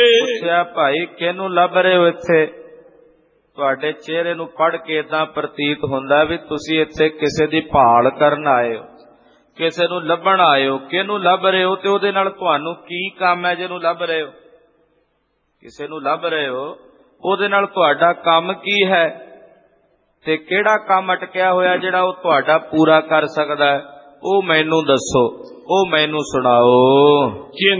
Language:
Punjabi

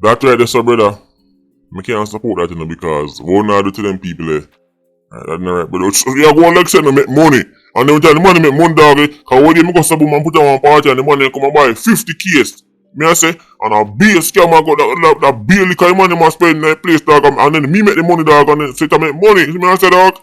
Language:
Jamaican Creole English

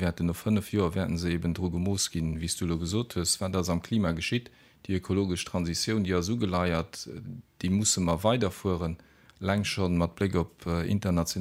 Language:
Luxembourgish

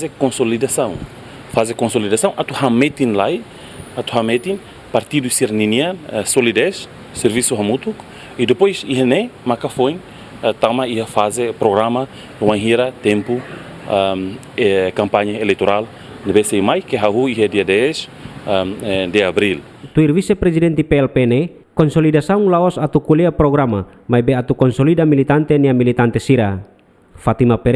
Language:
Tetum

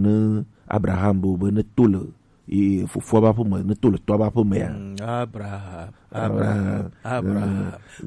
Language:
Gen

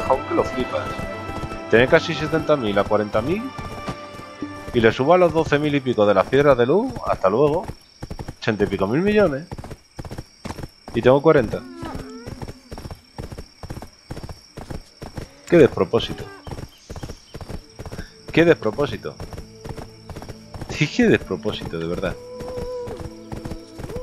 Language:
Spanish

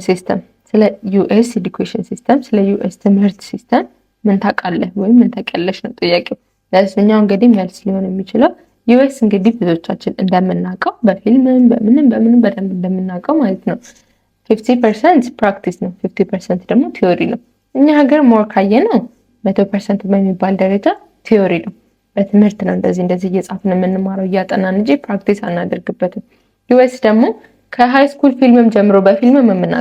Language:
Amharic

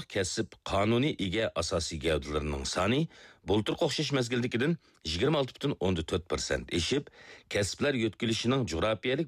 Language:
Uyghur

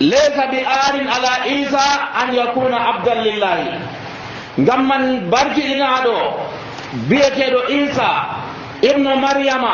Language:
Nigerian Fulfulde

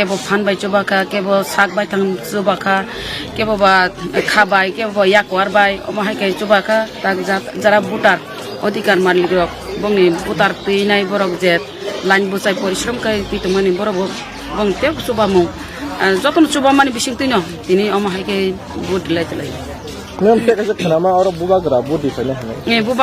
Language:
Kok Borok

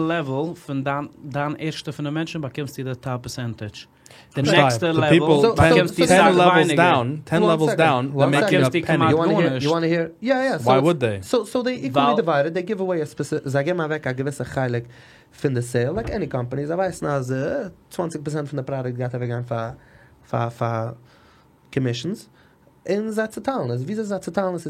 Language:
Yiddish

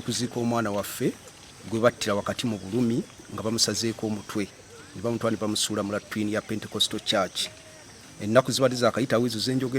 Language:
Ganda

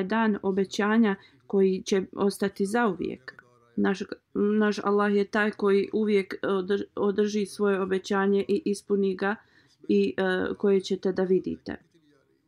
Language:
Bosnian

